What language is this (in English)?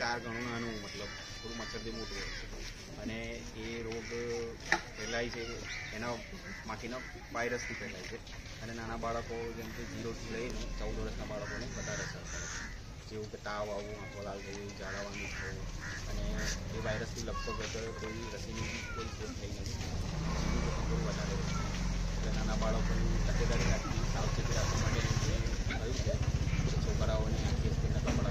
Gujarati